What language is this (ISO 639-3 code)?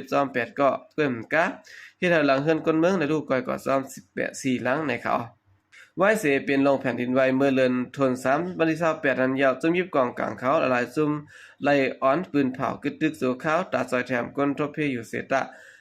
shn